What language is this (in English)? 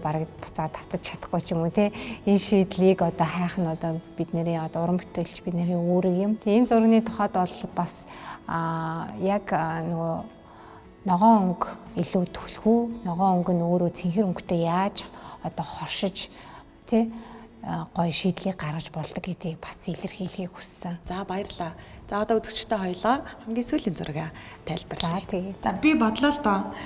Mongolian